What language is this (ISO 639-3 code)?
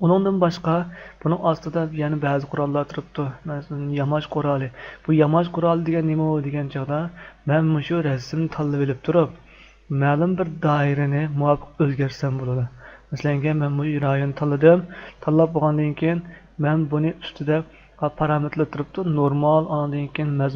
uig